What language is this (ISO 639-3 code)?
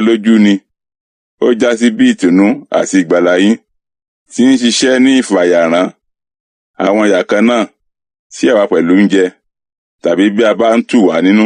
yor